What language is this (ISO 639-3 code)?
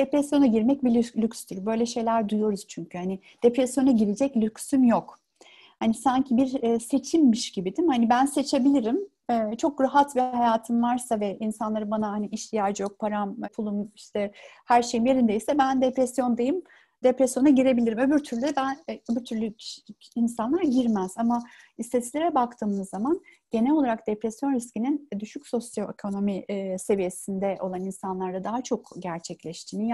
tur